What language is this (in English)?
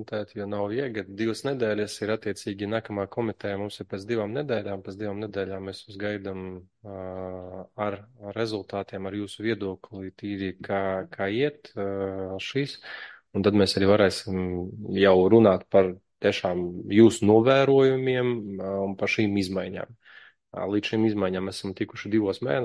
Latvian